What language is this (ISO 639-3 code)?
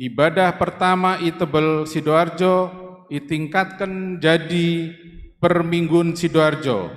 btx